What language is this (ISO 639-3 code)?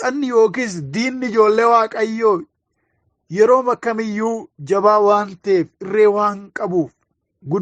orm